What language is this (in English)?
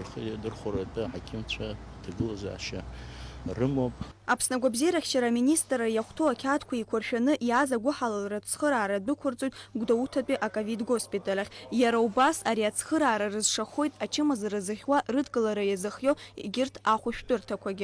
Abkhazian